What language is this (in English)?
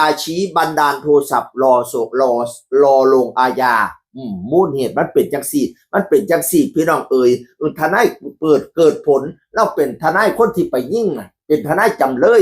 Northeastern Thai